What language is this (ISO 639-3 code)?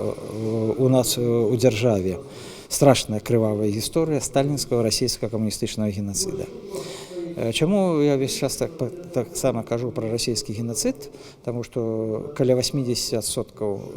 bel